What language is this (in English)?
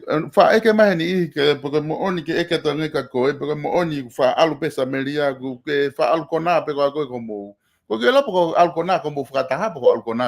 Tongan